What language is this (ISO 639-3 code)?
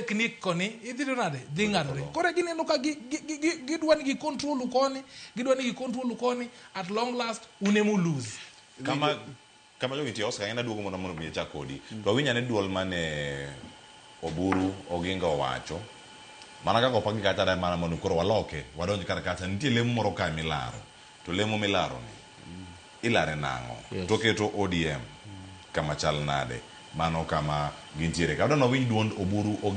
luo